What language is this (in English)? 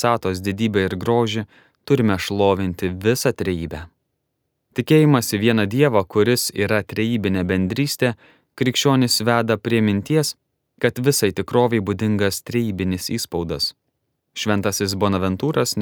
Lithuanian